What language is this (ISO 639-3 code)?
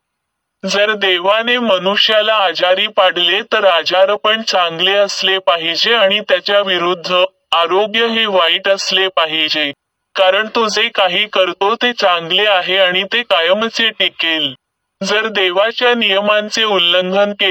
mar